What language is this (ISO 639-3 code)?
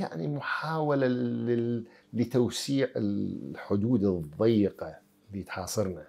acm